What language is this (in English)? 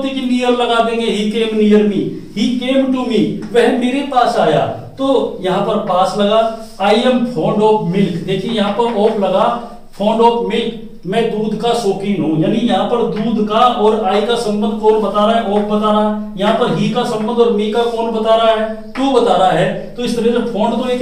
Hindi